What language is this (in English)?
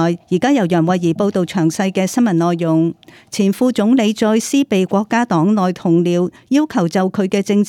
Cantonese